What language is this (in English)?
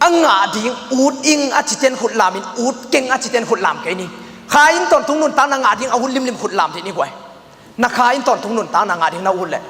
Tedim Chin